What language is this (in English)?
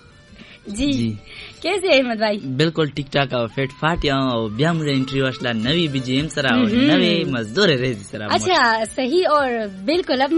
Hindi